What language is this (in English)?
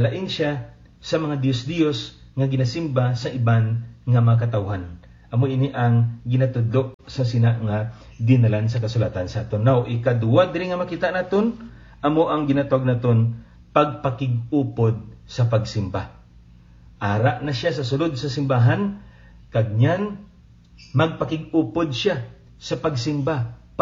Hiligaynon